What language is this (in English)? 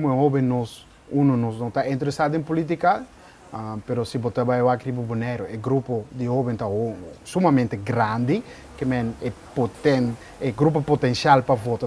Papiamento